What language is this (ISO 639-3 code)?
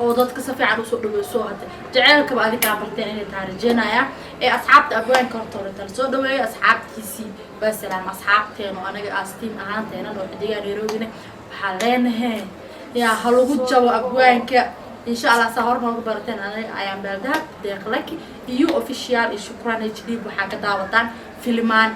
som